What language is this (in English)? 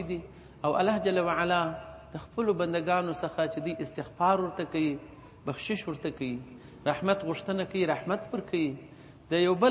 Pashto